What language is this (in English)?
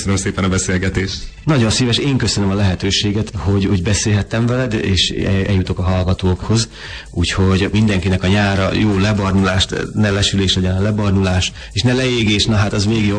Hungarian